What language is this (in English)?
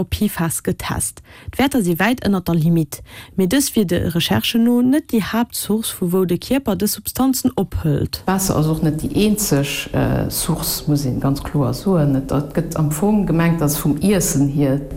Luxembourgish